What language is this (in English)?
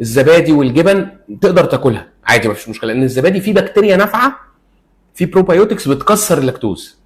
Egyptian Arabic